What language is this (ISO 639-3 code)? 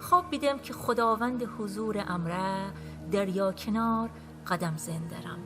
glk